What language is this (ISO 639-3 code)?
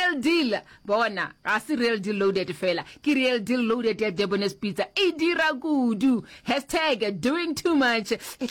nso